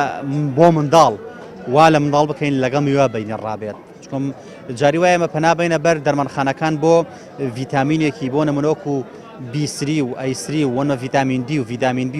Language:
Central Kurdish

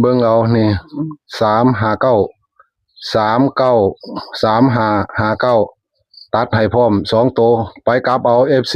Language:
Northeastern Thai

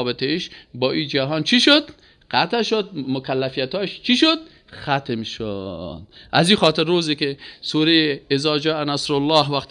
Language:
Persian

